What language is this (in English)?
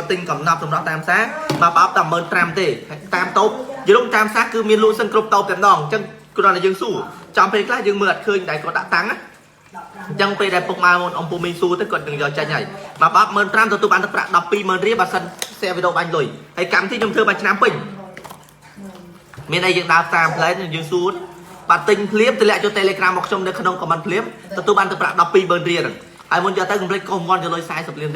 Khmer